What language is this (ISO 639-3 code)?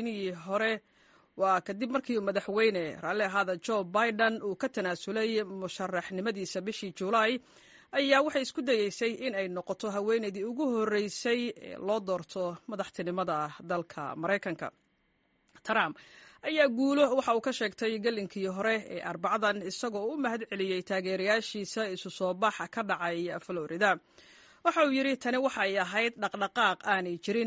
som